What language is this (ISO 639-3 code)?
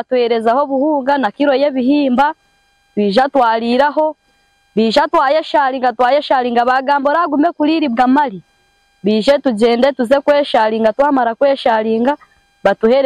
nyn